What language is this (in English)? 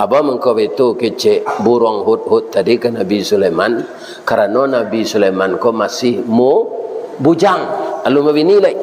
Minangkabau